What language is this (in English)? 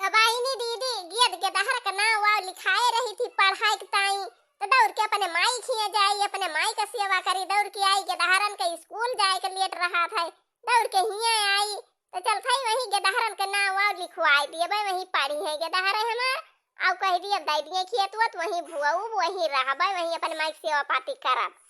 Awadhi